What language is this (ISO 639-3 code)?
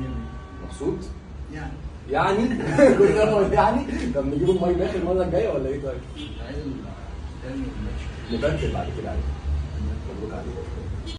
arz